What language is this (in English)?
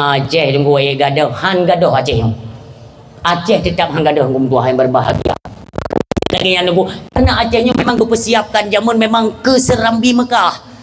Achinese